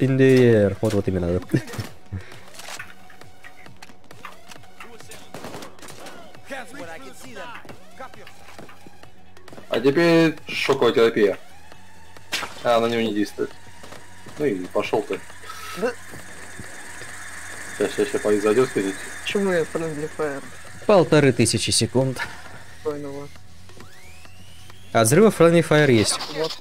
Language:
Russian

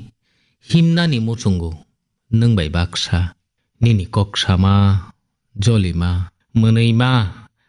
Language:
Kok Borok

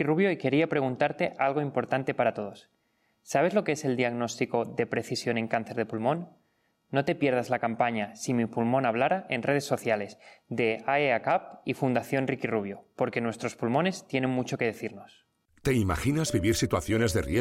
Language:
Spanish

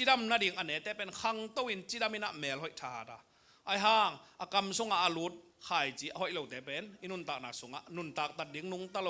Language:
Tedim Chin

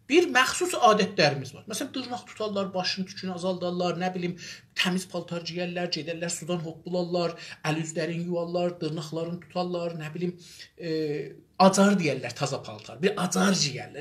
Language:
South Azerbaijani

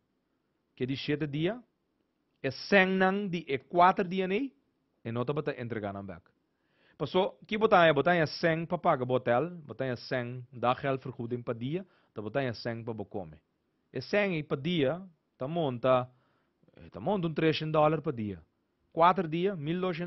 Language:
Papiamento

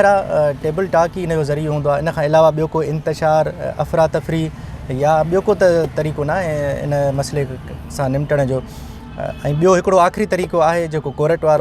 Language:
Sindhi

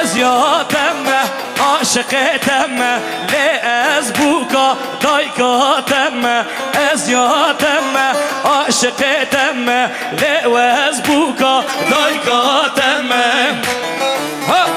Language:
Kurdish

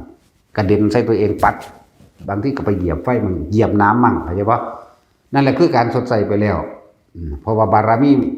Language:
Northeastern Thai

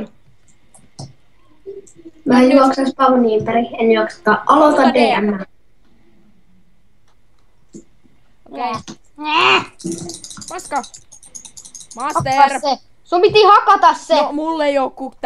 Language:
Finnish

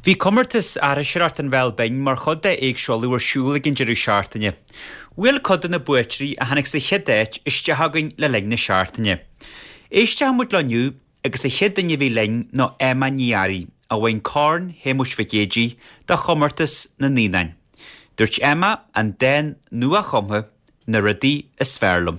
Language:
Irish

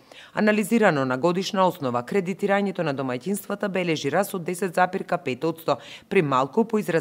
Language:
Macedonian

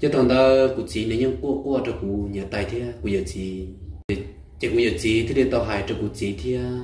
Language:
Hmong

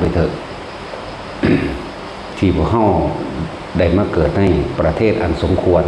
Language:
Lao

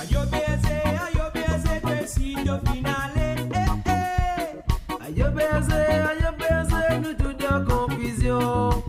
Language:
Morisyen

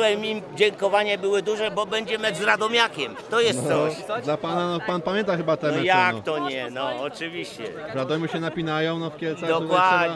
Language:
Polish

